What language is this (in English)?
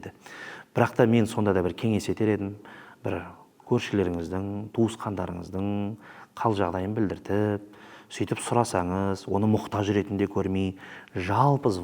Kazakh